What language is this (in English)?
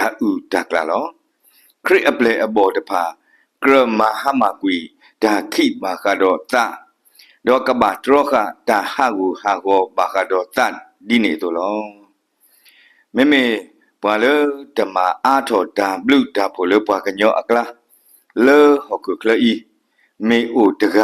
S'gaw Karen